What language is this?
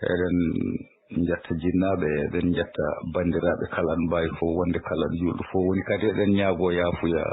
Fula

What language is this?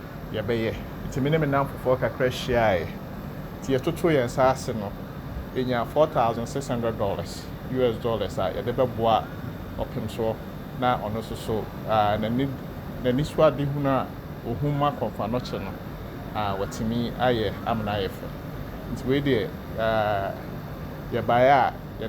Akan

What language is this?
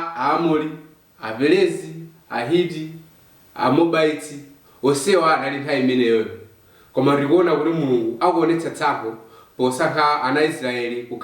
Nyanja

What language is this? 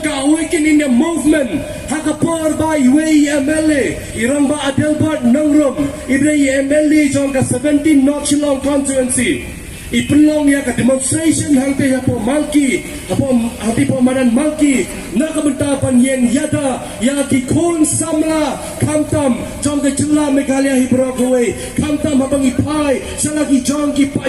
Khasi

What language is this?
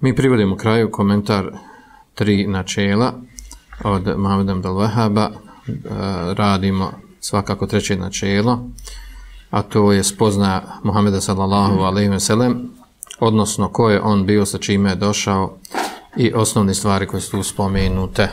Bosnian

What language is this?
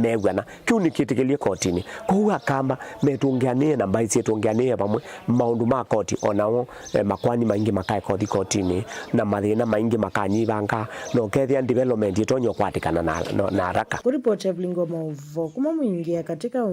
Kamba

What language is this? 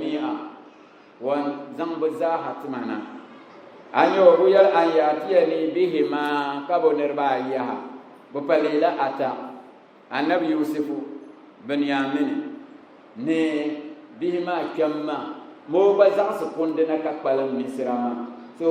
Dagbani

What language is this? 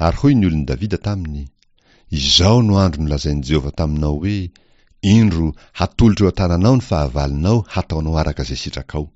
Malagasy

